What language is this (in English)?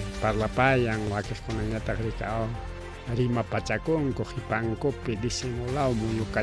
Ayacucho Quechua